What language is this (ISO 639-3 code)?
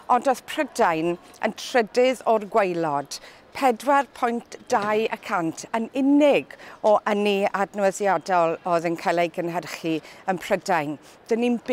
cym